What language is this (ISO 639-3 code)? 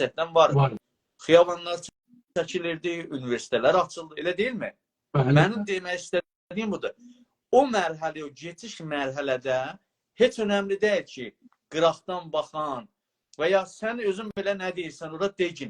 azb